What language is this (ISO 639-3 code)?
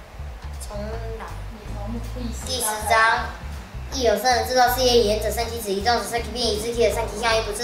lzh